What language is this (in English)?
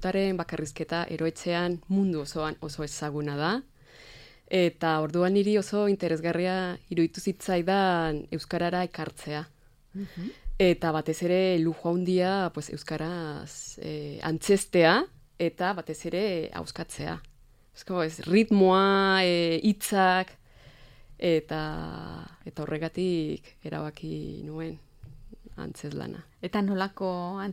Basque